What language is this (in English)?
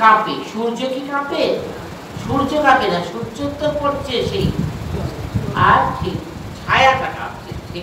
Bangla